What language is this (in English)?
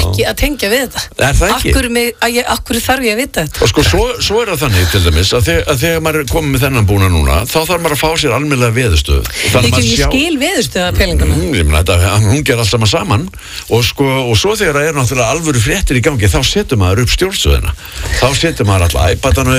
Icelandic